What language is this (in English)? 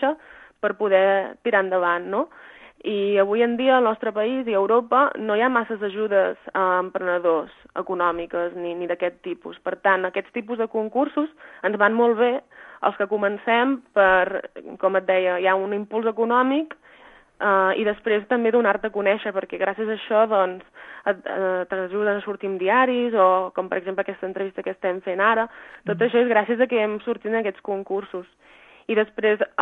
Catalan